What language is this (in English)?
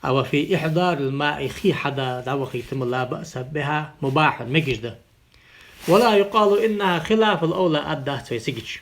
Ingush